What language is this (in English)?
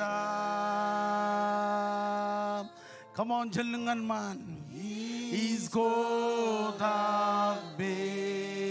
Marshallese